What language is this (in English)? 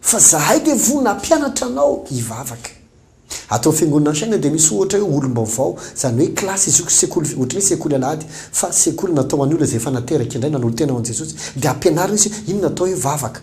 Malagasy